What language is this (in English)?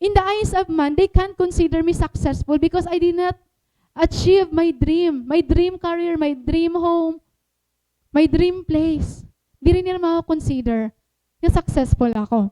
Waray